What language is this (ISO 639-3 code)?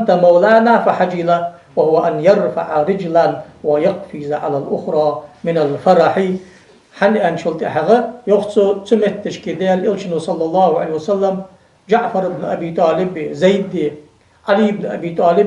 inh